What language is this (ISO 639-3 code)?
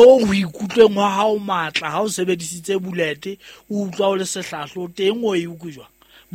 sot